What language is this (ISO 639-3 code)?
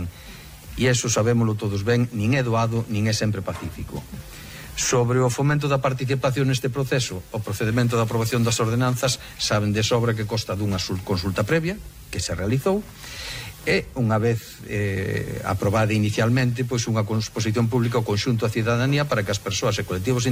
glg